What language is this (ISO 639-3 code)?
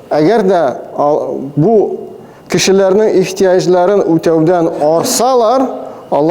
tat